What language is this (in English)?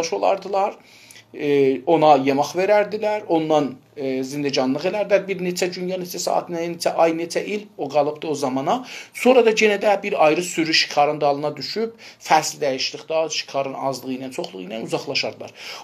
South Azerbaijani